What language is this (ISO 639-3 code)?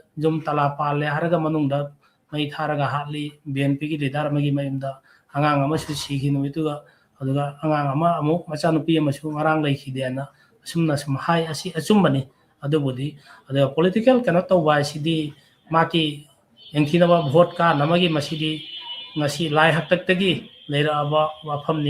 mni